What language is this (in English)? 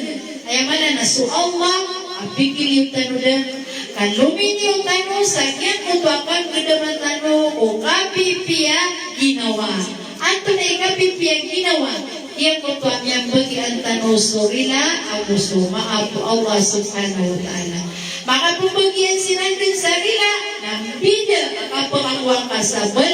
Maranao